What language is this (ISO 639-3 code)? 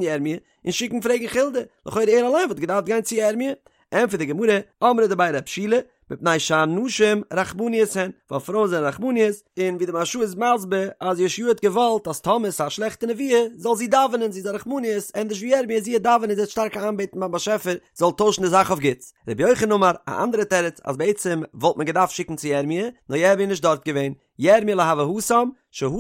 yid